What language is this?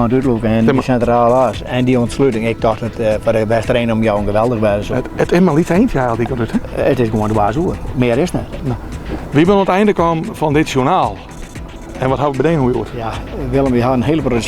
Western Frisian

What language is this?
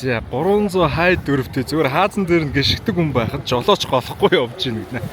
Mongolian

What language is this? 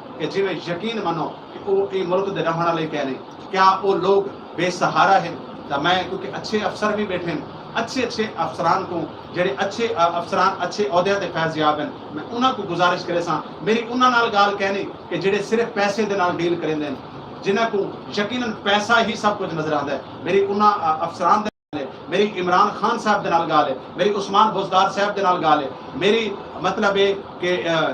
Saraiki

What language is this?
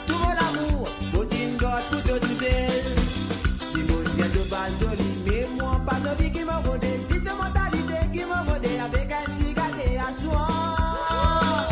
Morisyen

